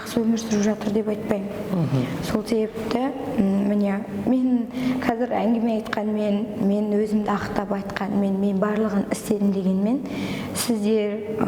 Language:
Kazakh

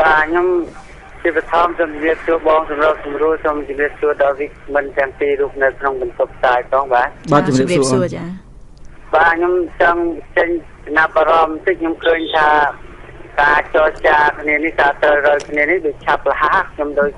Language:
Khmer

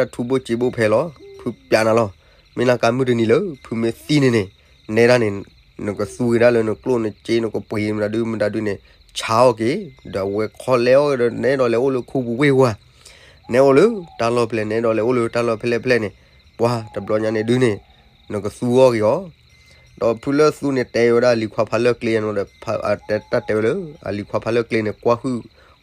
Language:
S'gaw Karen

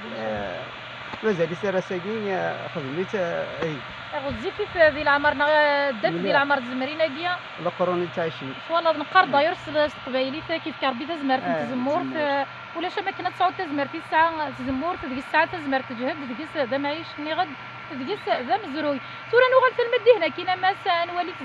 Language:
Kabyle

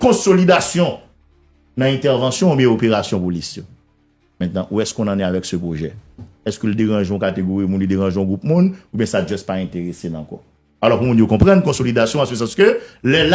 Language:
Haitian Creole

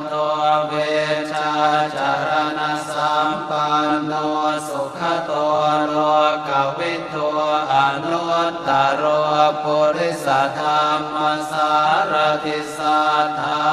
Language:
Pali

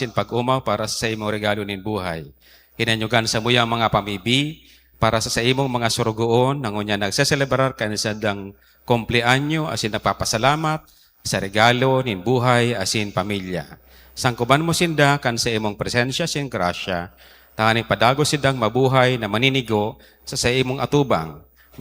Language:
Bikol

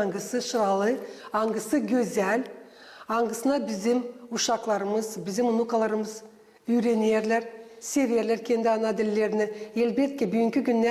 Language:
Gagauz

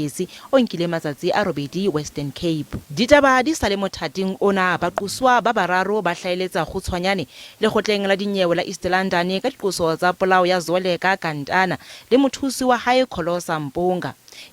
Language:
Southern Sotho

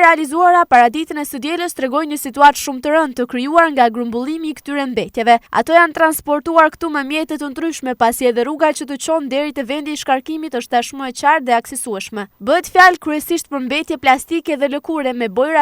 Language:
Albanian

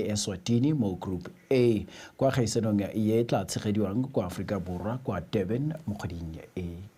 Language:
Tswana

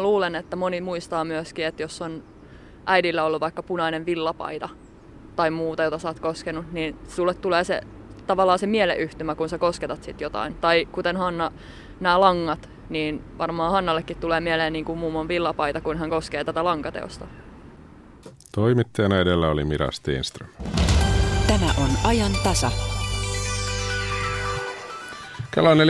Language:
Finnish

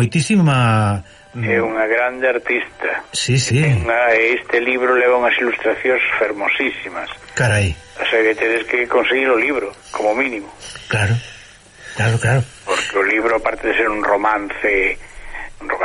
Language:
Galician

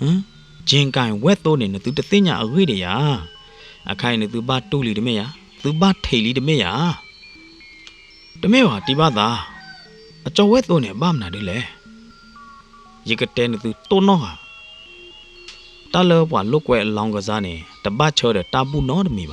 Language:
S'gaw Karen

